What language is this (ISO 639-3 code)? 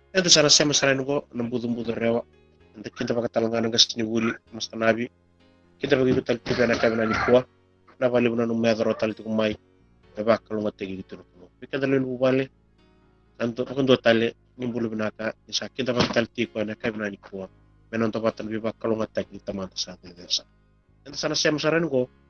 fij